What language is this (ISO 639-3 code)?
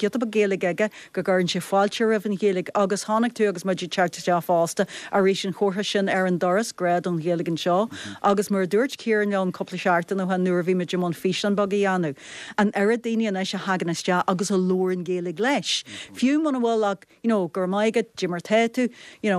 gle